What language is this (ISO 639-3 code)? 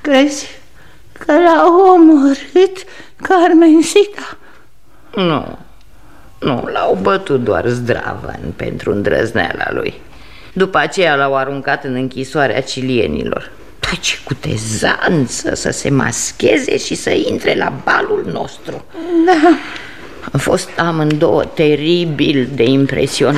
ron